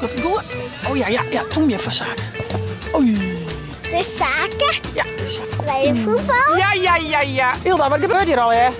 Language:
Western Frisian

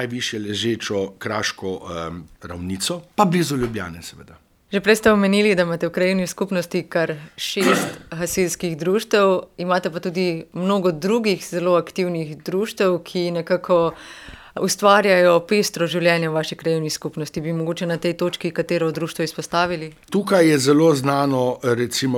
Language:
Slovenian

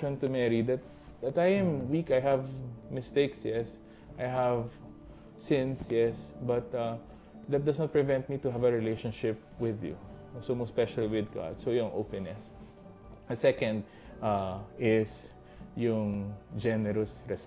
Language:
Filipino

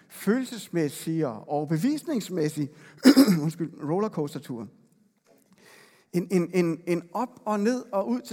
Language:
Danish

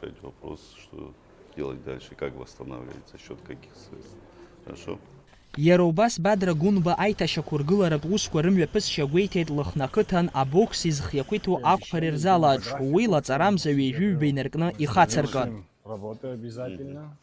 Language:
Abkhazian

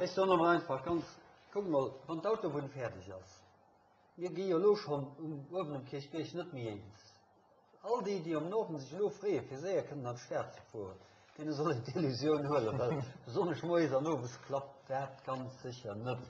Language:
Luxembourgish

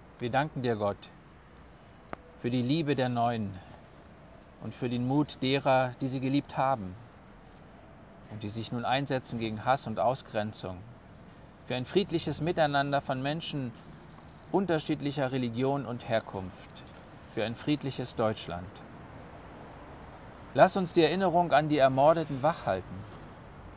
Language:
German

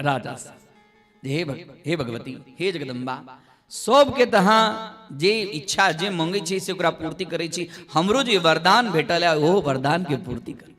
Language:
Maithili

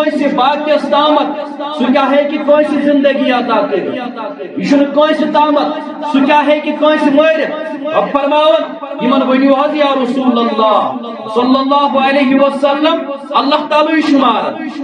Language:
Kashmiri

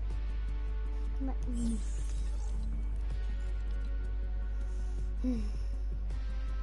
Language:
Norwegian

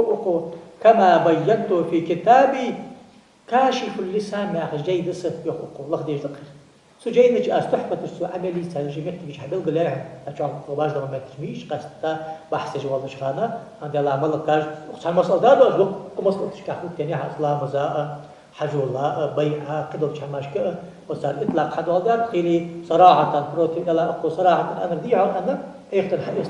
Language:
Ingush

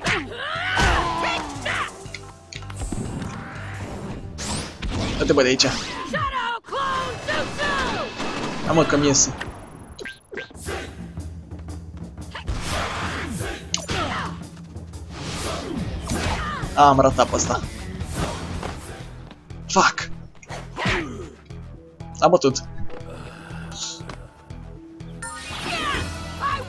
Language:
Romanian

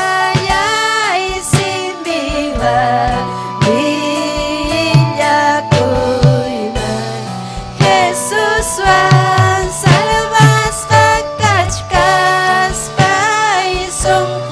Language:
Ayacucho Quechua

